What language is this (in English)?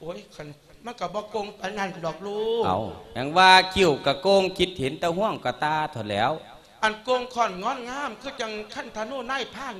Lao